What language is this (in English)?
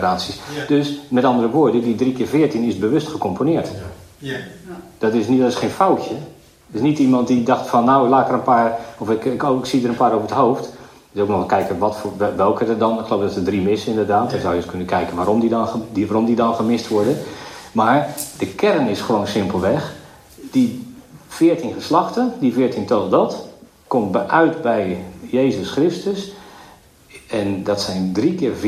Dutch